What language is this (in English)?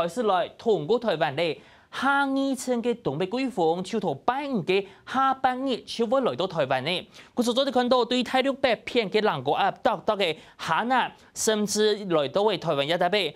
Hakka Chinese